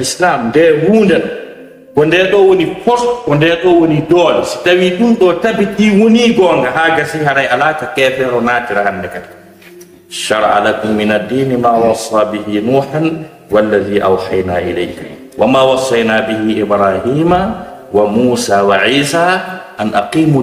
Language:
Fula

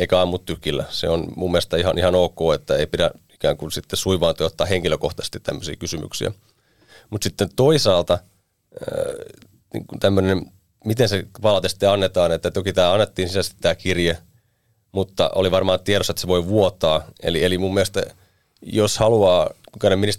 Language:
Finnish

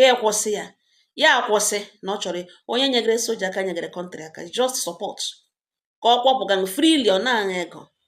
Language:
Igbo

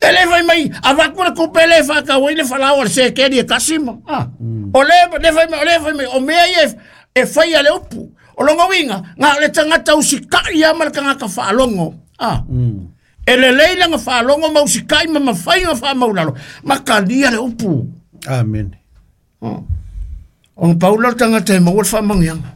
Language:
Samoan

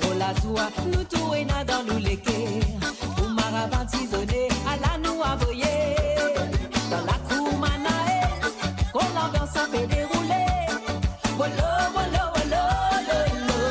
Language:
Morisyen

